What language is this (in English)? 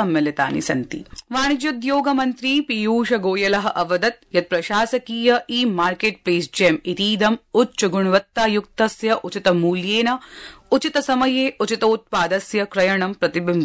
Sanskrit